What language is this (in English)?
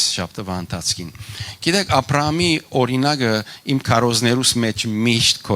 Western Armenian